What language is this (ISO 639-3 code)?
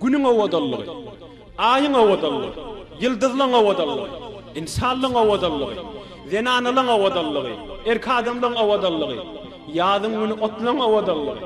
tuk